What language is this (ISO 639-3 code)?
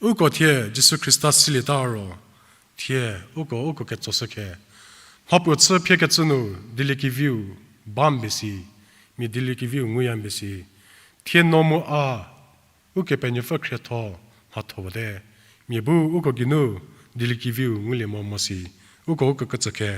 njm